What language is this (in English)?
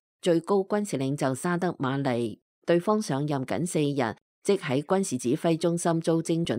Cantonese